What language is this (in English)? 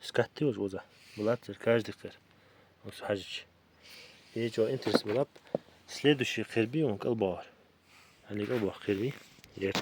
Ingush